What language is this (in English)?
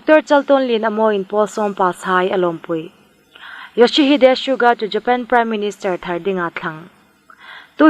Hmar